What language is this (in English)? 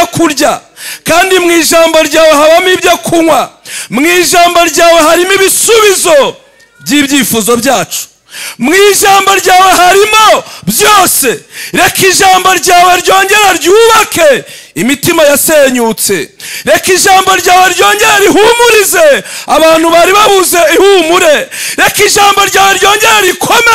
Kinyarwanda